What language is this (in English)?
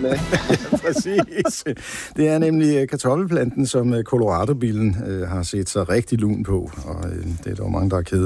Danish